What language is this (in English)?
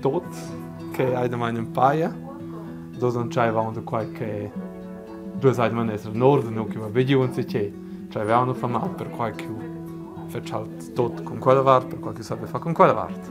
Romansh